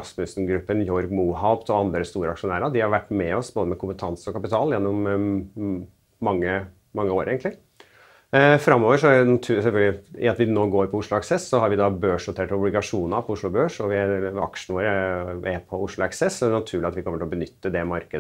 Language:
Norwegian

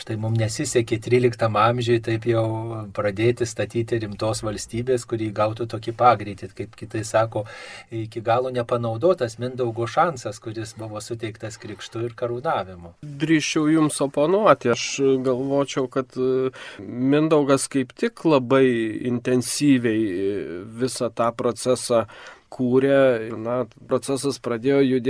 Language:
Lithuanian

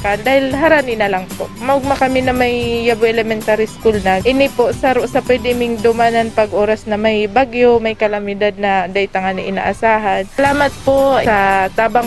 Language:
Bikol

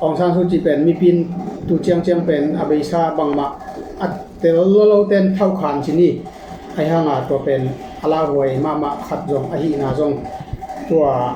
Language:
Tedim Chin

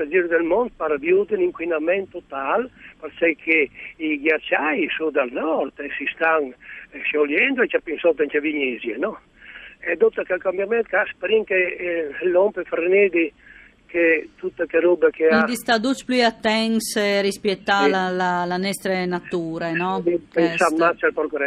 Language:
Friulian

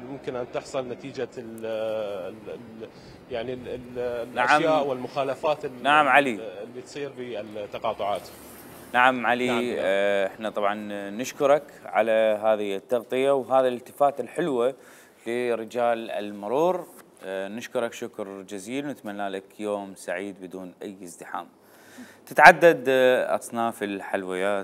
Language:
Mesopotamian Arabic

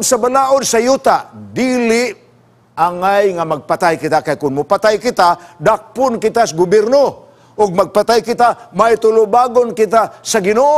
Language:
Cebuano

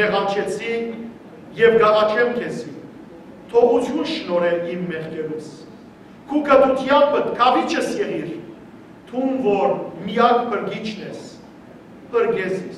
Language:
Western Armenian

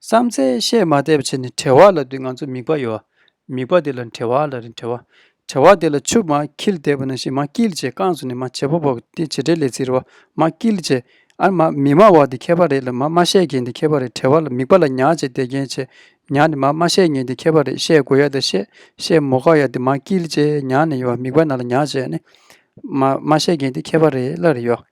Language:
Tibetan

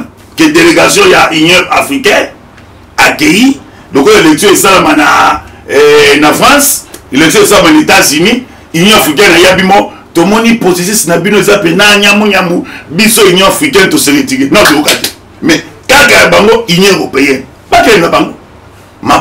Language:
Lingala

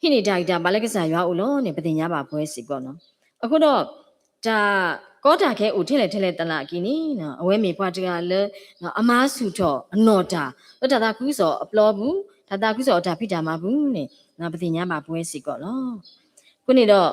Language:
S'gaw Karen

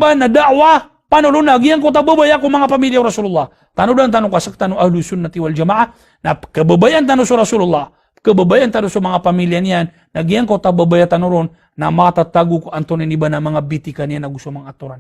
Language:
Maranao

